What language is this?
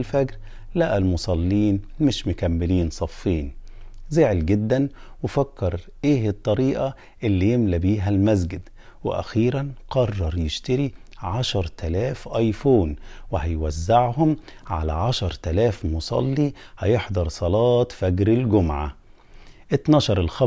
Egyptian Arabic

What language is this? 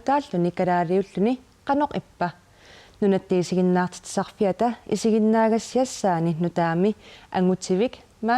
Kalaallisut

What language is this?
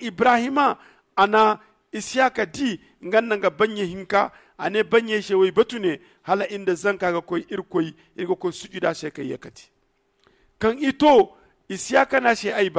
Zarma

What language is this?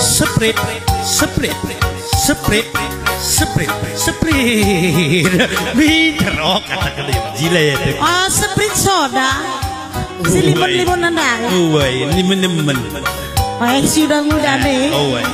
Batak Karo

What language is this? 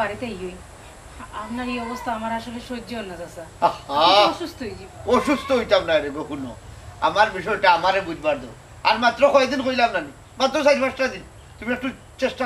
Sylheti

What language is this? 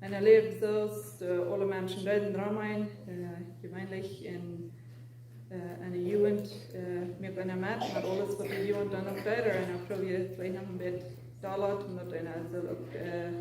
Plautdietsch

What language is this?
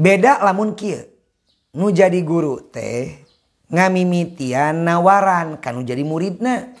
Sundanese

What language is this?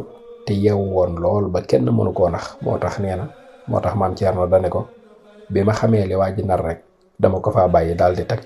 Wolof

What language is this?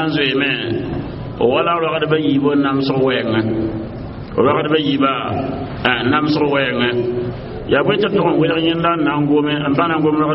Mossi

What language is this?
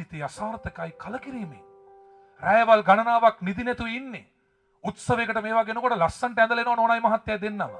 Sinhala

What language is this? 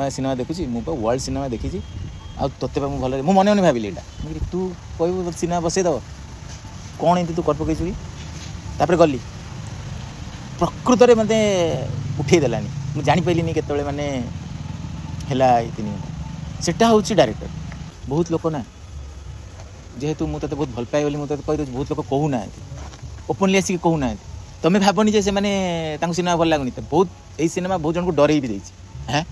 Odia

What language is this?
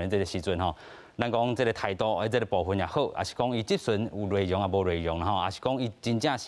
Min Nan Chinese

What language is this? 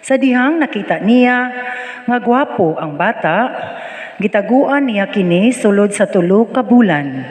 Cebuano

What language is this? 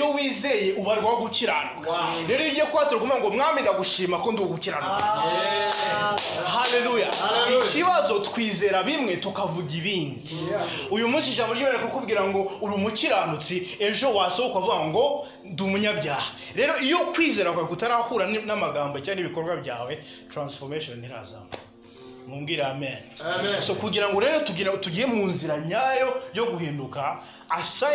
Kinyarwanda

